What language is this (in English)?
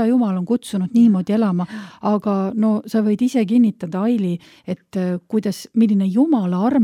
Estonian